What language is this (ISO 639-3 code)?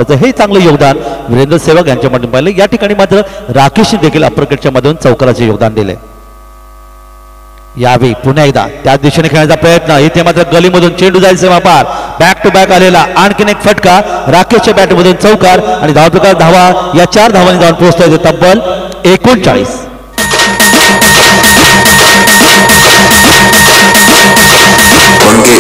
mar